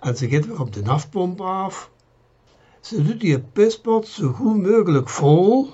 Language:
Limburgish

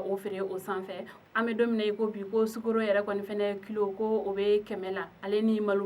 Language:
Bambara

